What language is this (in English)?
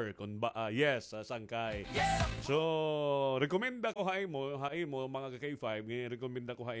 Waray